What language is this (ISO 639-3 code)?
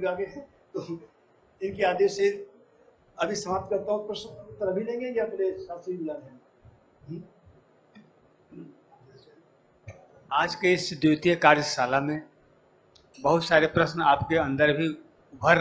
hin